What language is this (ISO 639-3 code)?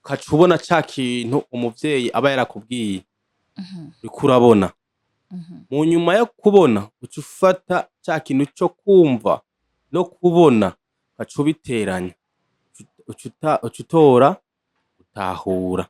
run